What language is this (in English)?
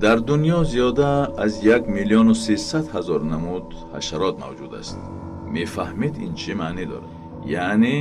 Tajik